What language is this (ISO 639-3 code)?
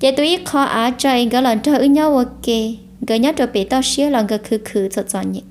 hmn